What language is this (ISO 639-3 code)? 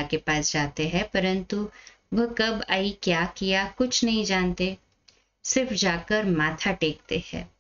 hin